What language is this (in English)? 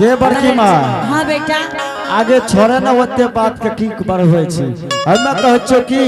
Angika